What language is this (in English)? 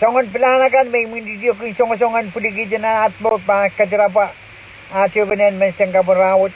Pohnpeian